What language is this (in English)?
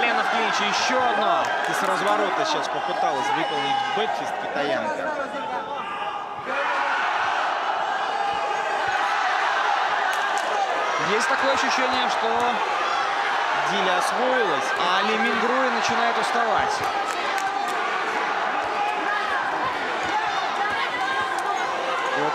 Russian